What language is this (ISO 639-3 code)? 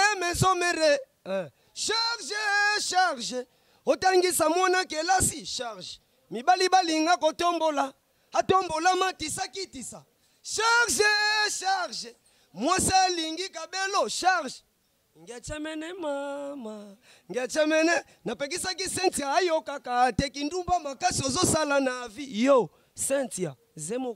lin